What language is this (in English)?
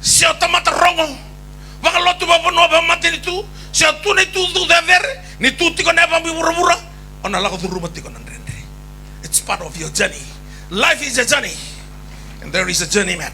Fijian